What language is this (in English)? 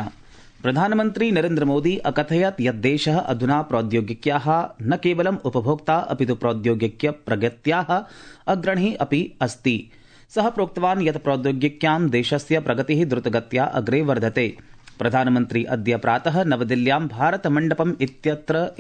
Sanskrit